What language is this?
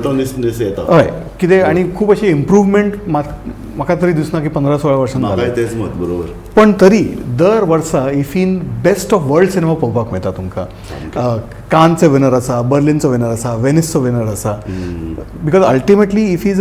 Konkani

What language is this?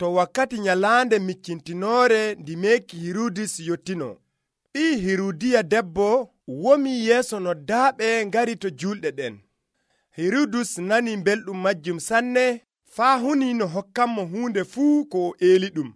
Nigerian Fulfulde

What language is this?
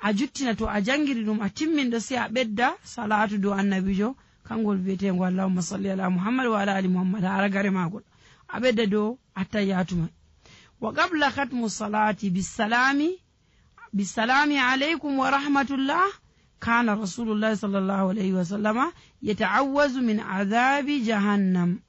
Nigerian Fulfulde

